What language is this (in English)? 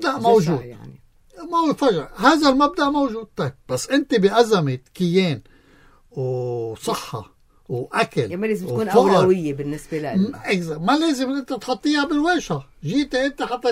North Levantine Arabic